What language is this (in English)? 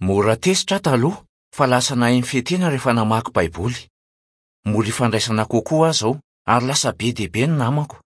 Malagasy